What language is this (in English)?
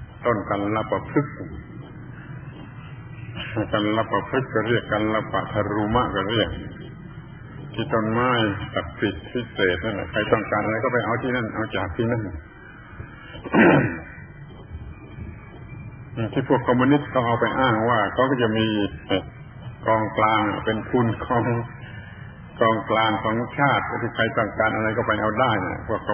Thai